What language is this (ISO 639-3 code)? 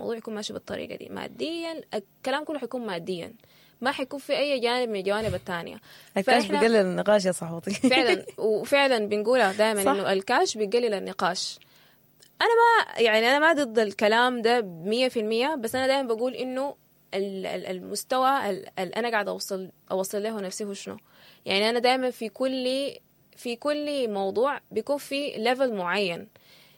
apd